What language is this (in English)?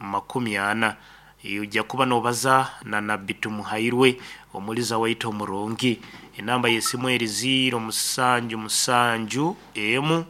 Nyankole